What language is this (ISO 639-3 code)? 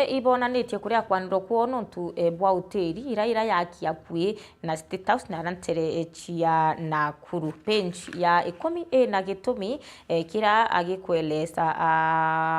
mer